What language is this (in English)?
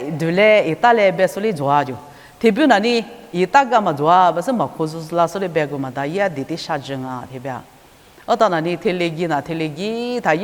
Lisu